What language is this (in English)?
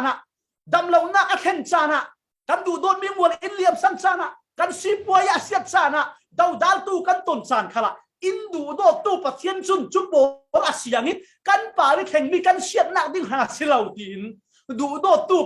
Falam Chin